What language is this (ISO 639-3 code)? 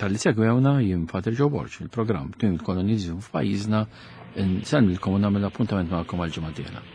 mlt